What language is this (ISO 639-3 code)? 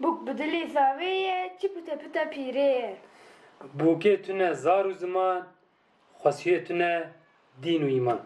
kur